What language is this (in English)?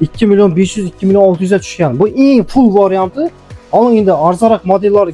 Uzbek